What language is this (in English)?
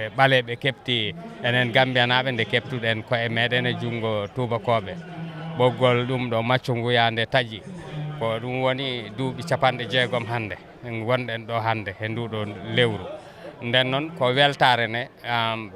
Fula